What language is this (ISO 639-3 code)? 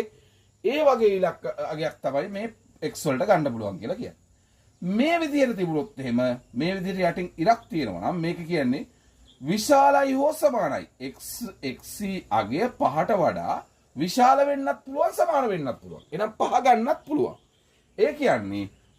sin